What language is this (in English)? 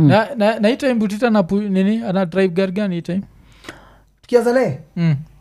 Swahili